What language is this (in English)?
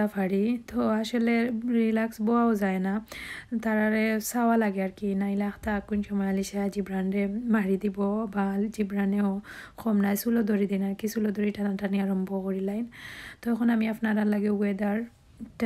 Sylheti